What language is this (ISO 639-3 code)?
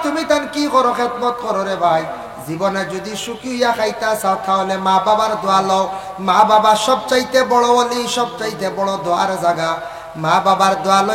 syl